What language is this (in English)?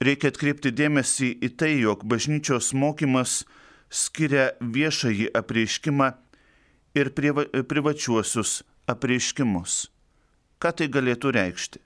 Lithuanian